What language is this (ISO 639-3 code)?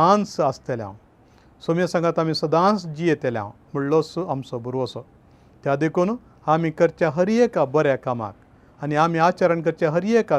kok